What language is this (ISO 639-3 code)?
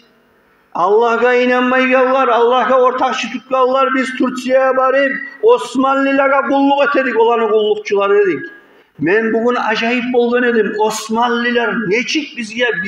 kum